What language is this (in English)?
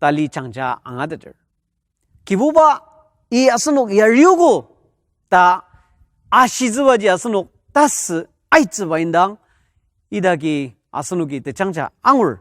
Ao Naga